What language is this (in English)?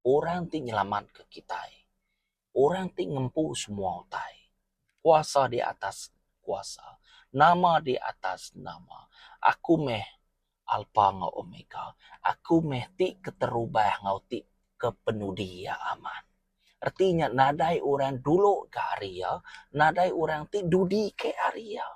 Iban